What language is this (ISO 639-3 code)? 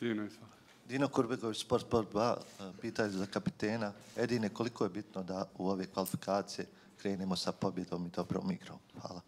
bos